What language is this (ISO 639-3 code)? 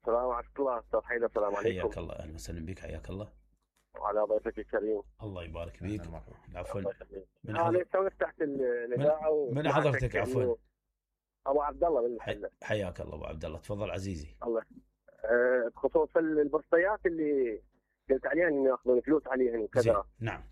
acm